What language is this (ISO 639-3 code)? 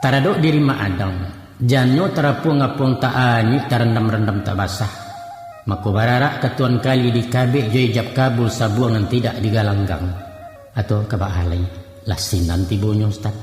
min